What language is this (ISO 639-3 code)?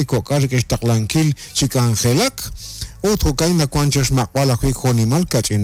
kek